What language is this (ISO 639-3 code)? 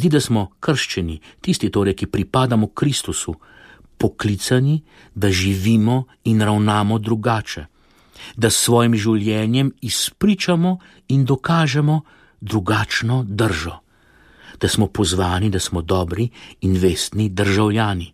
slv